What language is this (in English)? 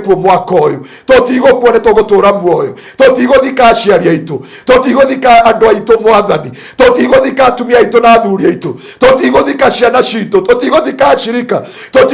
Kikuyu